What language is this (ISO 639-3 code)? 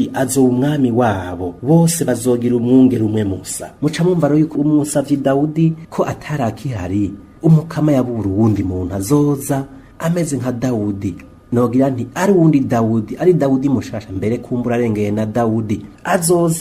run